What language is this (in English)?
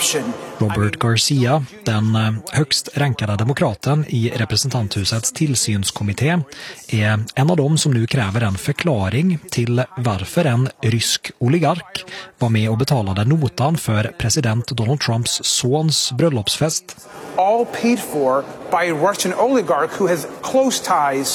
Swedish